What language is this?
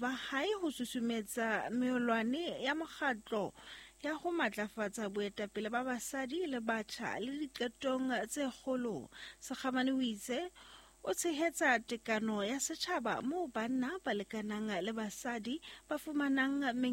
Southern Sotho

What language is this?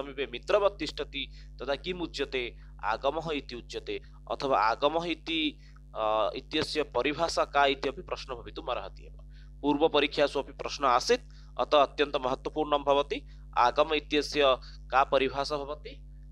Sanskrit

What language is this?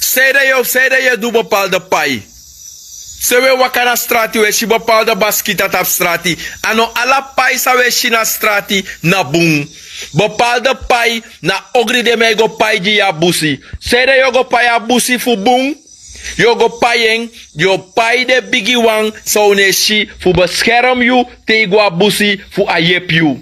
Sranan Tongo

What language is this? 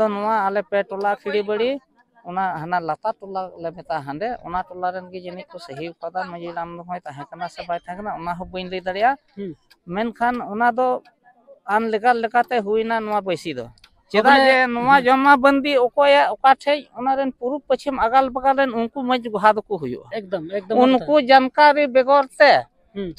Santali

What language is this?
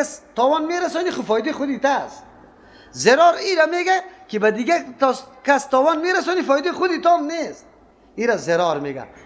Persian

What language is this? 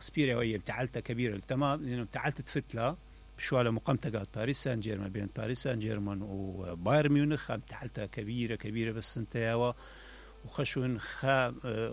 Mesopotamian Arabic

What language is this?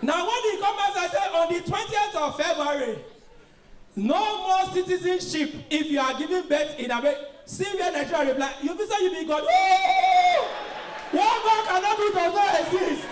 Nigerian Pidgin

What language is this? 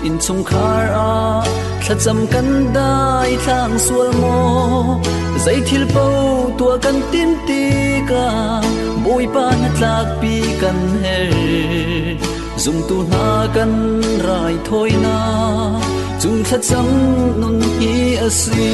Hakha Chin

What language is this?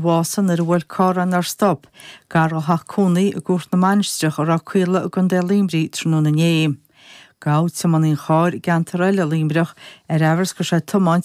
Irish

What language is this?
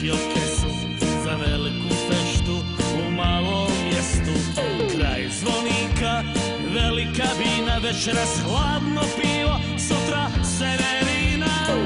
Basque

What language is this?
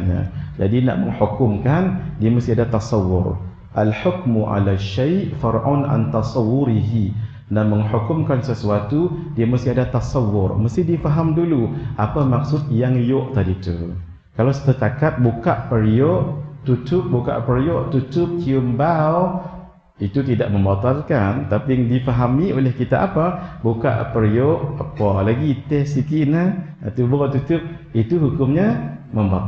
Malay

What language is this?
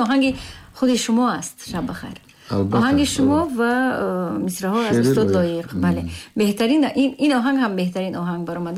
Tajik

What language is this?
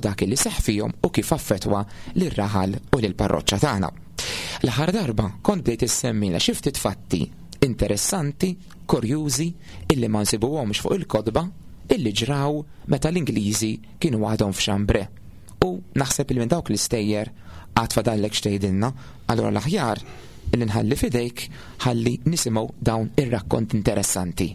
Maltese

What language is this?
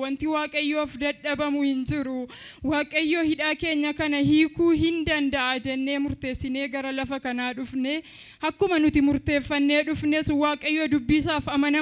Oromo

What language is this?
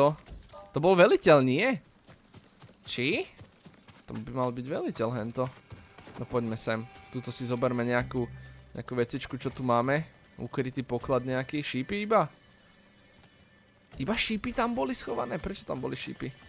Slovak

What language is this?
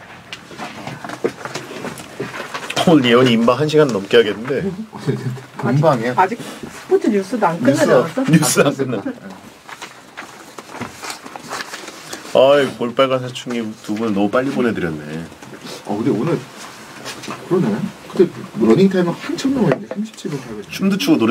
Korean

